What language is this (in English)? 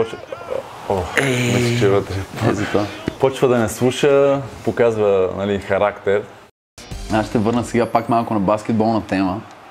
Bulgarian